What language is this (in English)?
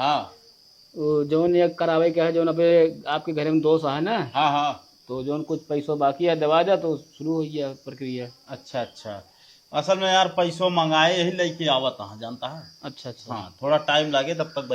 Awadhi